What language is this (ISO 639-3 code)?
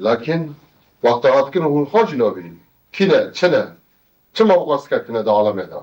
kur